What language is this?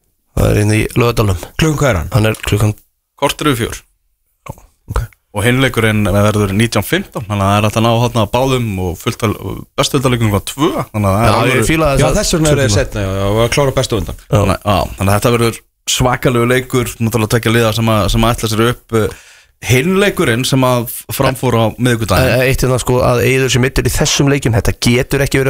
Icelandic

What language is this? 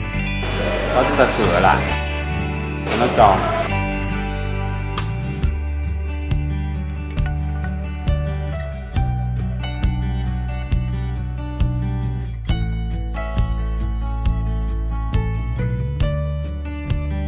Vietnamese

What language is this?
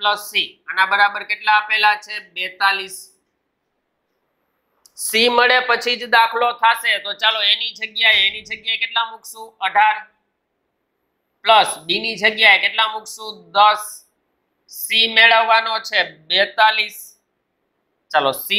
Gujarati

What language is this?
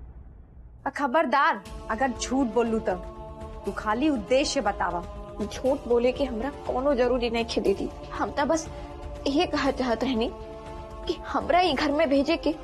Bhojpuri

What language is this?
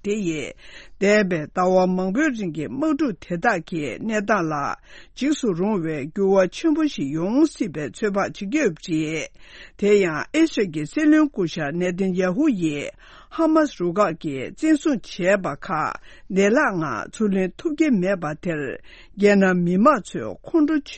Tibetan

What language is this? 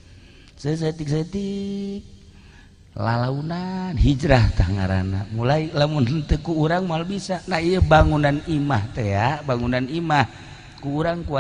Sundanese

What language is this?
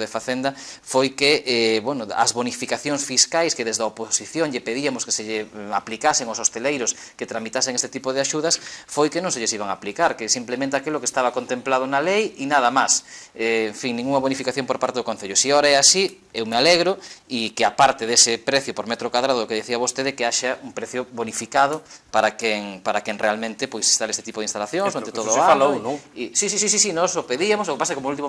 Galician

